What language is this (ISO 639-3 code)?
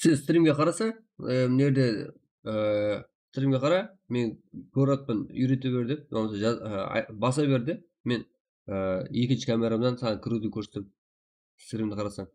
kaa